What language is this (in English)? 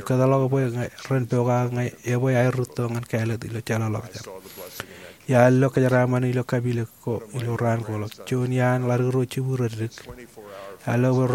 Marshallese